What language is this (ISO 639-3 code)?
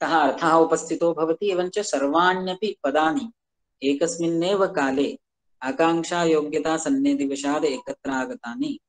san